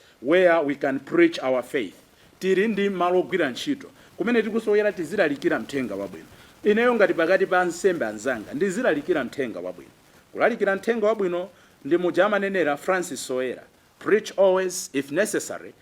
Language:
Nyanja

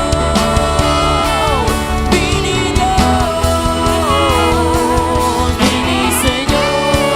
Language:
Papiamento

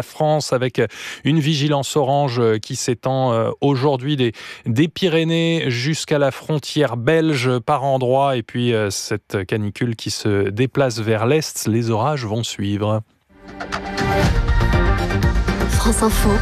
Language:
French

